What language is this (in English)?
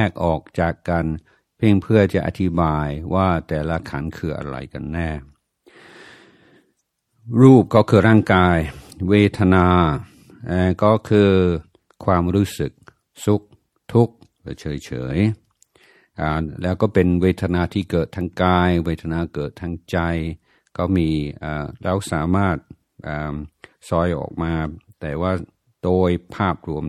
Thai